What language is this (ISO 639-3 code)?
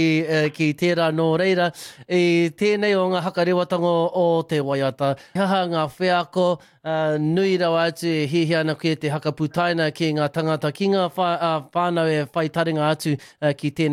mri